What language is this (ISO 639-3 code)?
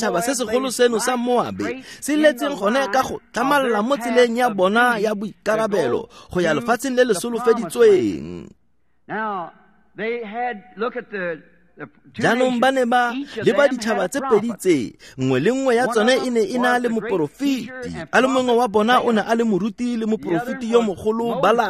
tsn